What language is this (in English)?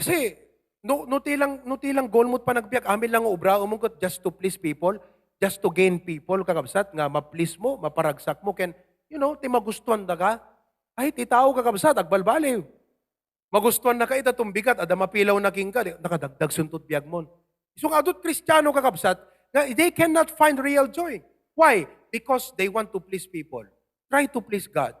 Iloko